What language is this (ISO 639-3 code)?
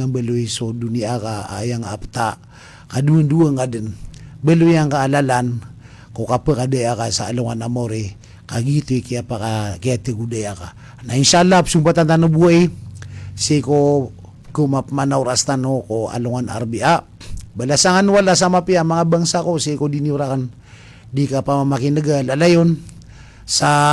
mrw